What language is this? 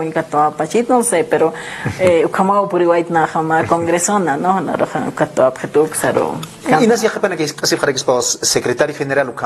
Aymara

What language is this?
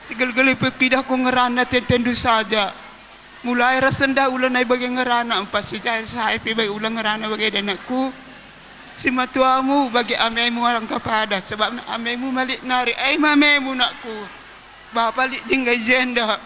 Batak Karo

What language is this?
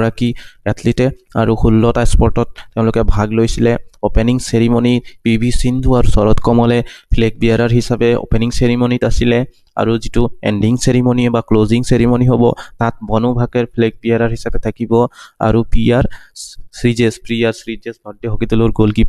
Assamese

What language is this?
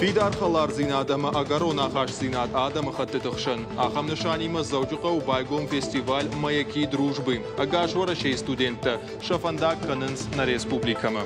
Ossetic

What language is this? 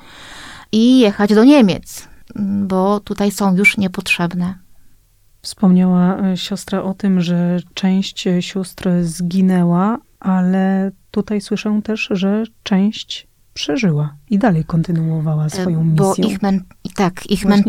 Polish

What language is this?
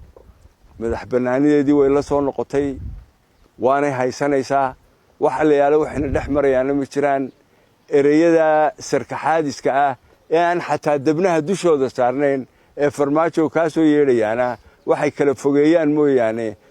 Somali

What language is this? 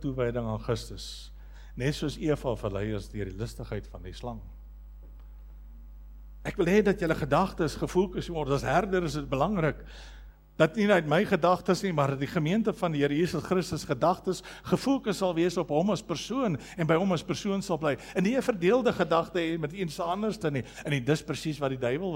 Afrikaans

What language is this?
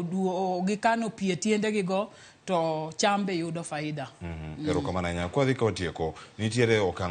Luo (Kenya and Tanzania)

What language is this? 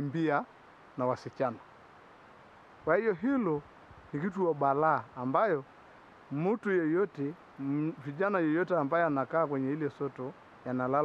Swahili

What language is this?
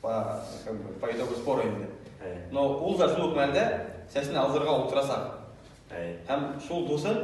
Bashkir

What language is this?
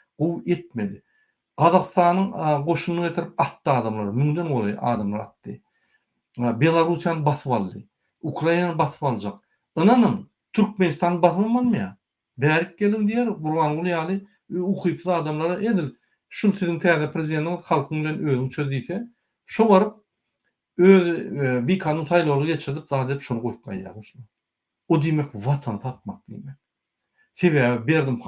Turkmen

